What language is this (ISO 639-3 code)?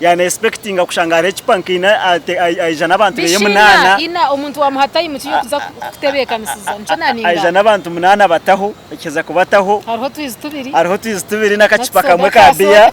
nyn